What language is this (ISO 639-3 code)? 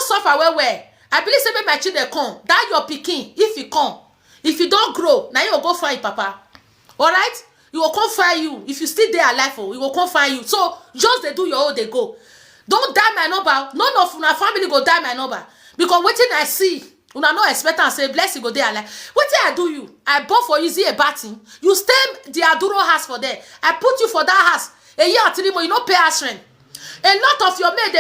pcm